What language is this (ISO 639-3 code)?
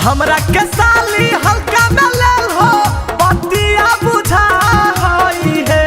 mag